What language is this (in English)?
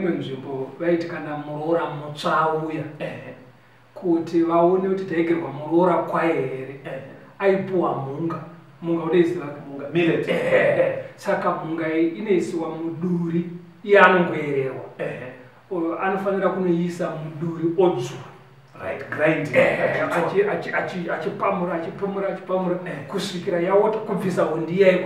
Shona